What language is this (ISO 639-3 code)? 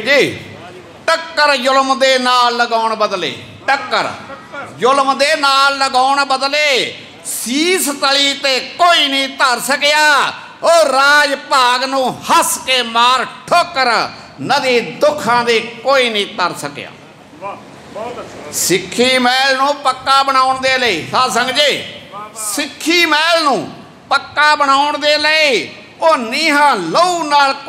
pan